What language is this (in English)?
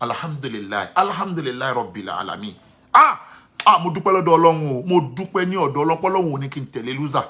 Yoruba